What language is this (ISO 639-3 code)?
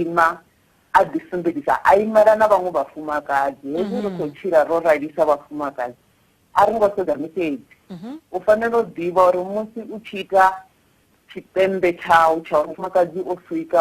ven